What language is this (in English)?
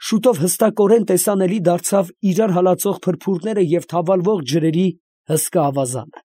Armenian